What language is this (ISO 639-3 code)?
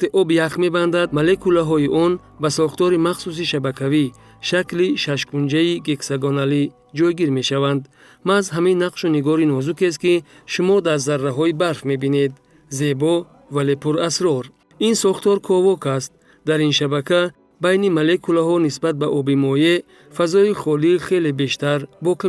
tgk